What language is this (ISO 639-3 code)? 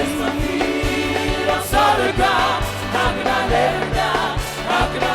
smo